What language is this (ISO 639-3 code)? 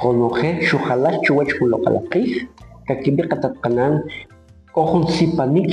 quc